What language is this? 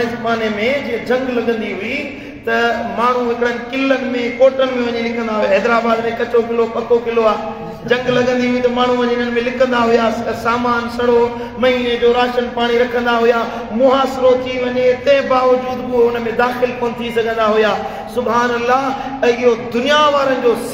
Sindhi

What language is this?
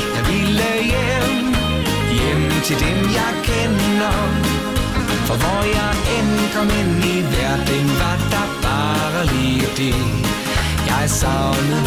Danish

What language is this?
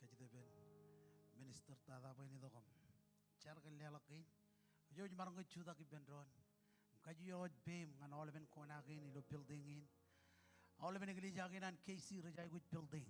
Marshallese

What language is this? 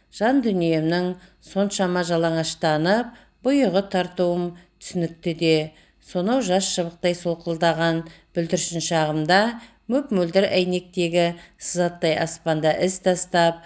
Kazakh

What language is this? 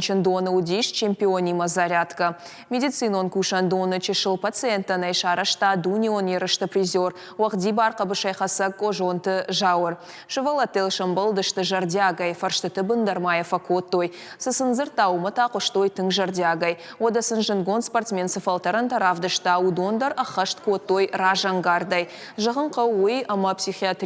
Ossetic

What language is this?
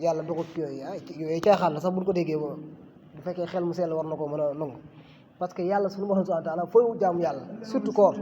Wolof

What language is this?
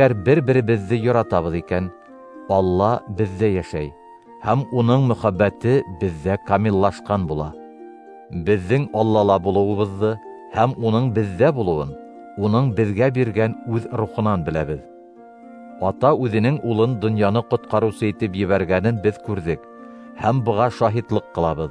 Bashkir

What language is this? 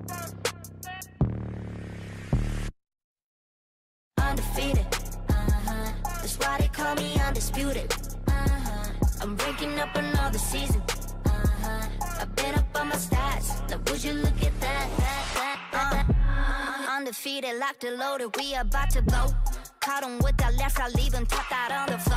English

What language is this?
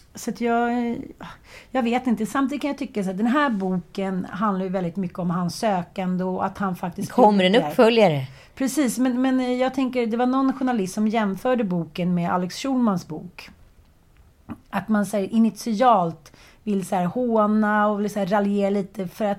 Swedish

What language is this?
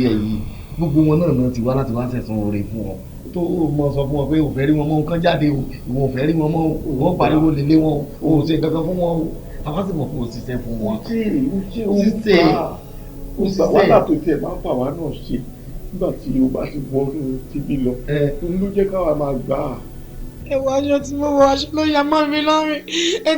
Yoruba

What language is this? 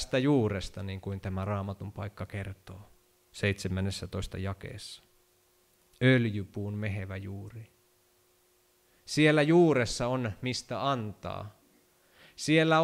Finnish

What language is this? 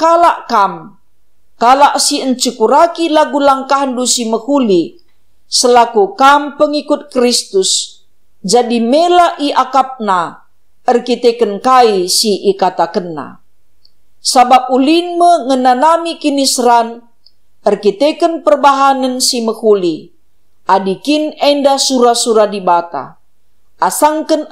Batak Karo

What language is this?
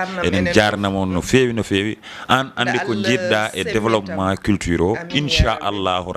Fula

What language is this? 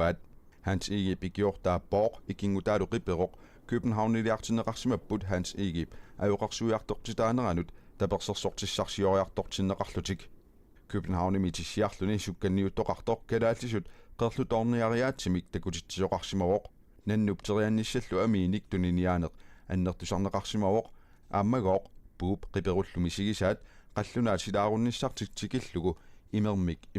Kalaallisut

